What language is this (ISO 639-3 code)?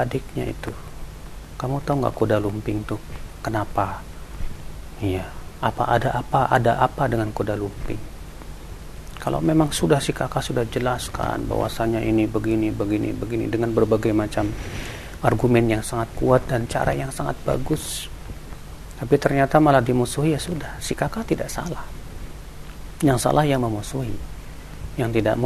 ind